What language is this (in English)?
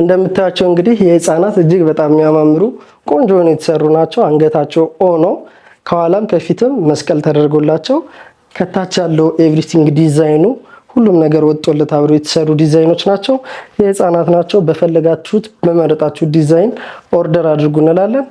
Amharic